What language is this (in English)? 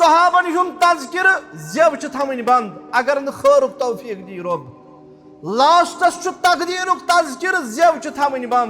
Kashmiri